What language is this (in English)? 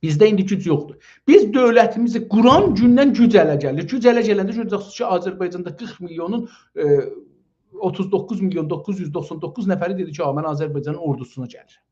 South Azerbaijani